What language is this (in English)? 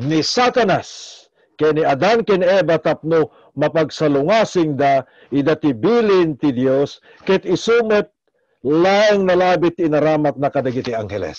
Iloko